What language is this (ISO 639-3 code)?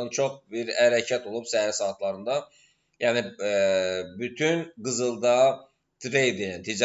aze